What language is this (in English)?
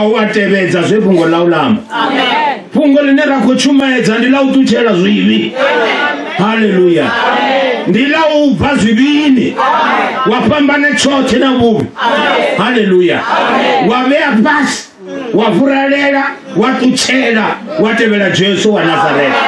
Venda